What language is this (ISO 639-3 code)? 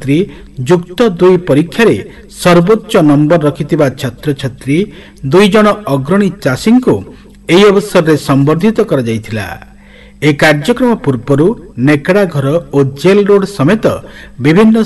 ori